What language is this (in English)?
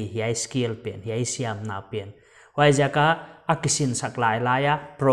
Paite Chin